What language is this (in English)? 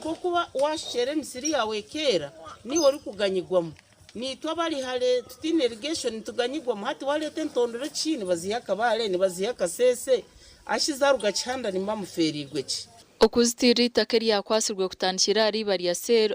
Nyankole